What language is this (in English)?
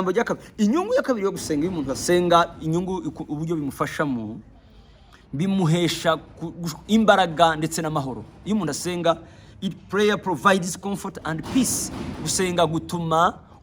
Kinyarwanda